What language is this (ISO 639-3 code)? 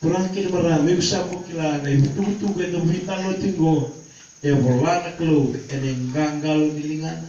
fij